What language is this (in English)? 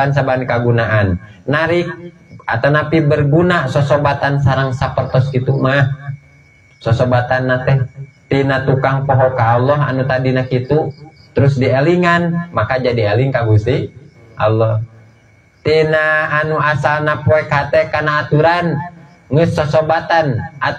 Sundanese